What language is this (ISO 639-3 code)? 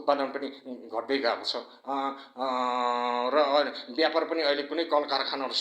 nep